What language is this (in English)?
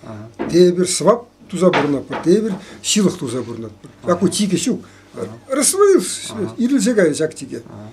Chuvash